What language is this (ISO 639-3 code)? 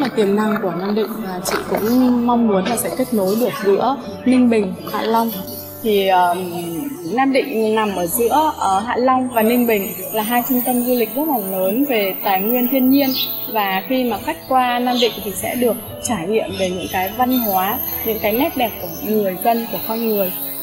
vie